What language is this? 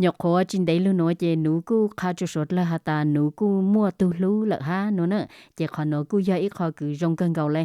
Hmong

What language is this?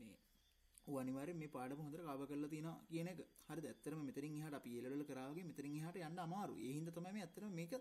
Sinhala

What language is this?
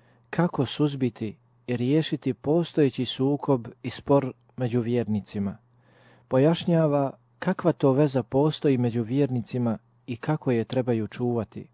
Bosnian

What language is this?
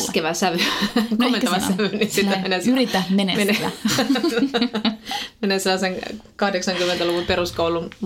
Finnish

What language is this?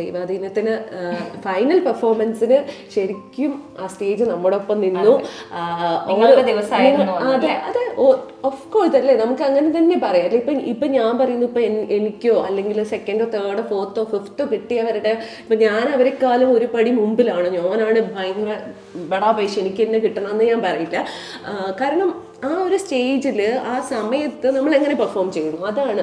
Malayalam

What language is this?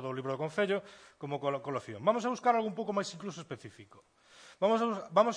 Galician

